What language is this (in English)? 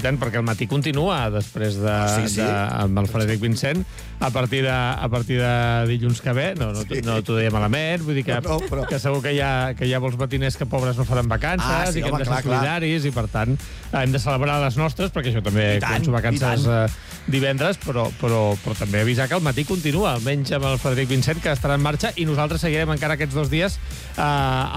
Catalan